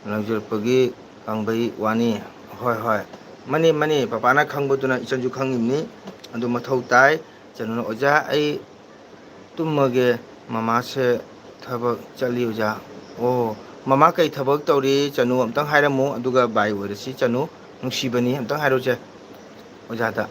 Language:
Manipuri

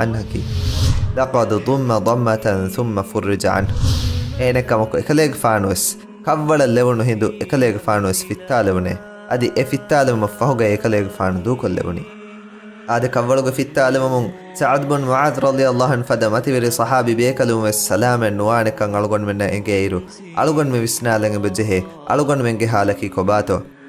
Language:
Divehi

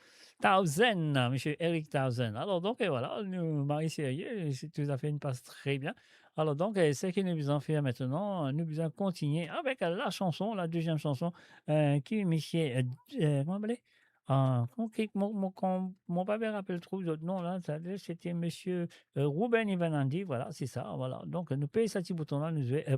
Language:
Morisyen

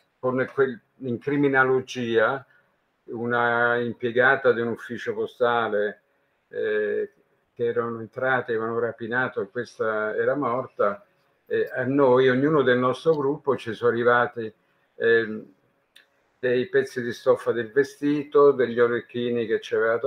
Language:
Italian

